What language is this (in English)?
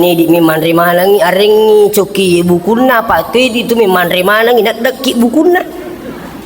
Buginese